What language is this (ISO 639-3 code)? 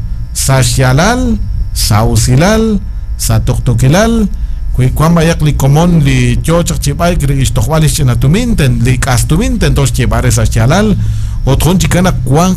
kek